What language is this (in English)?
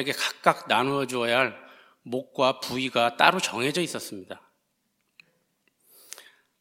Korean